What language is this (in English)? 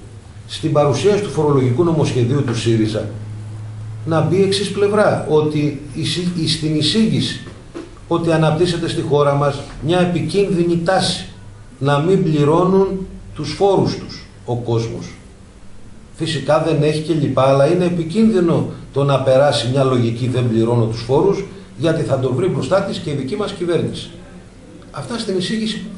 Greek